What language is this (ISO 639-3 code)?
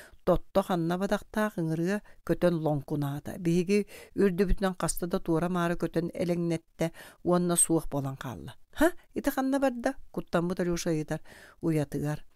sah